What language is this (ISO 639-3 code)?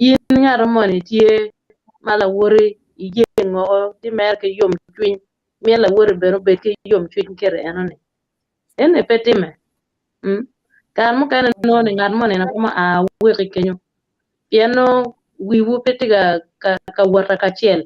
ach